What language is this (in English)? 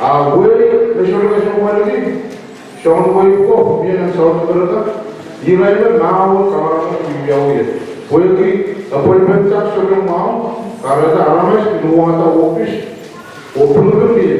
Pohnpeian